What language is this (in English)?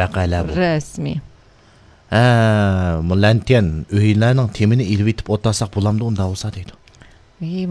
Uyghur